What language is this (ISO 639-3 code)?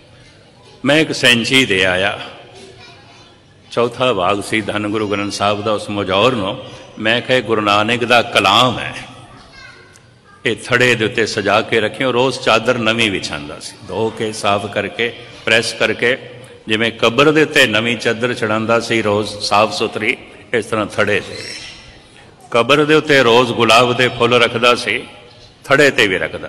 pan